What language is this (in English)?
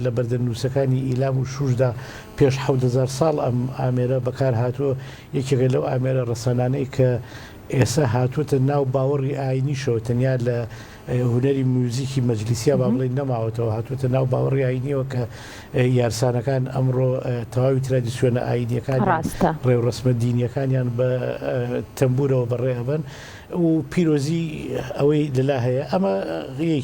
Central Kurdish